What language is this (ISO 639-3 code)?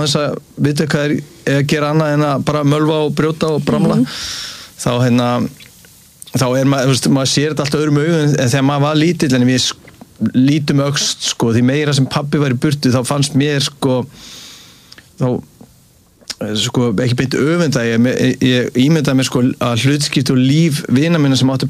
isl